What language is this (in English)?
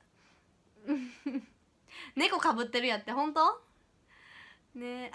Japanese